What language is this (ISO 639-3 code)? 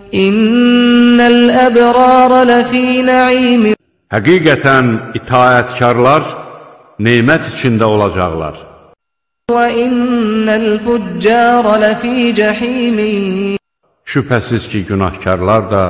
aze